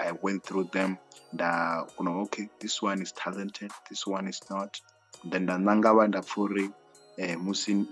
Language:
Venda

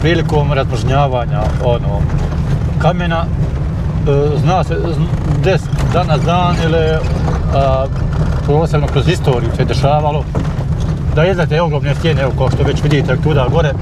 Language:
Bosnian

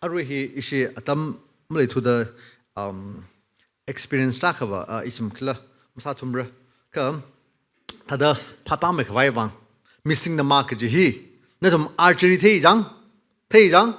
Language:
Tangkhul Naga (India)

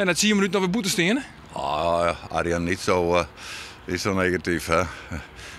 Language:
Western Frisian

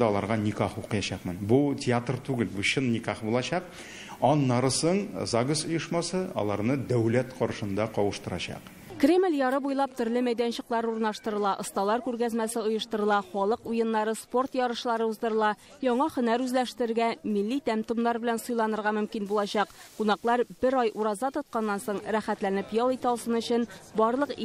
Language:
Tatar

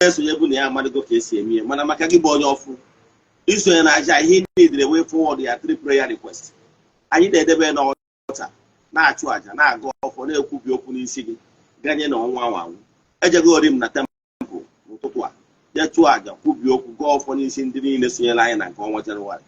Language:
Igbo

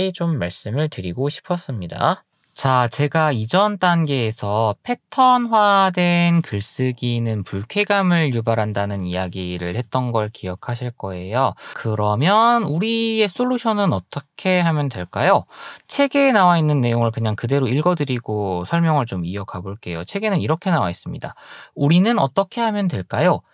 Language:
Korean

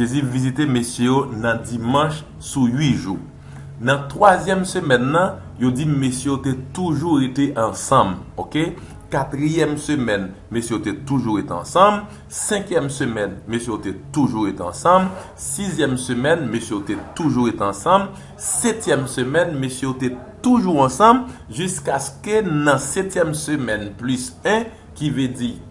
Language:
Haitian Creole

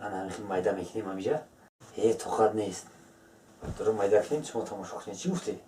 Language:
Tajik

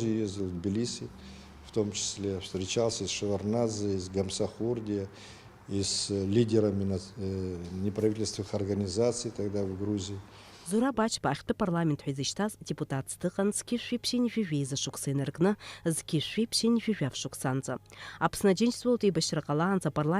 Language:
Abkhazian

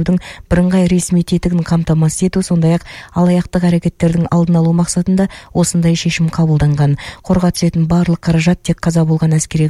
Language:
Kazakh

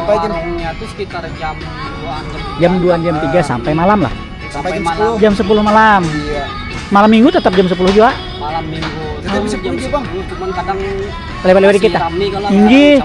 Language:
Banjar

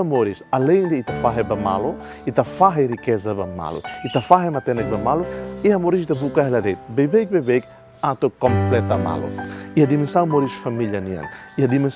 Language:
Tetum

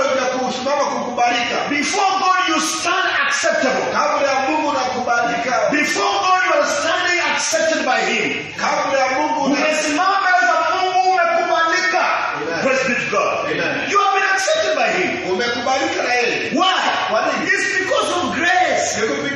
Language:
Swahili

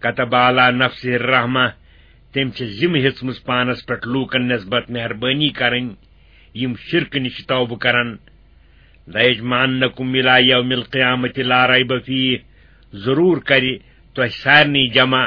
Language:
Kashmiri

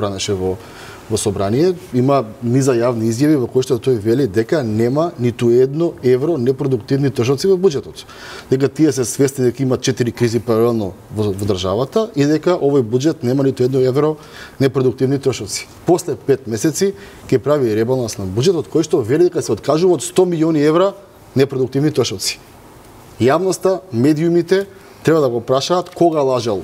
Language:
Macedonian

